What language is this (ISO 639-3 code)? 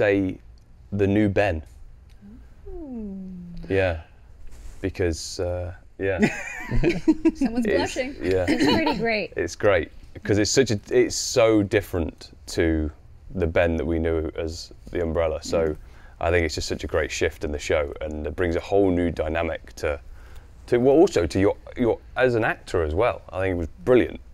eng